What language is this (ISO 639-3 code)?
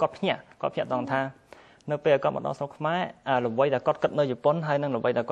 khm